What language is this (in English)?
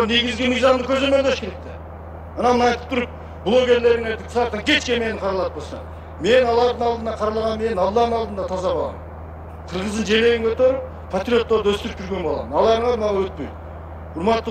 Kyrgyz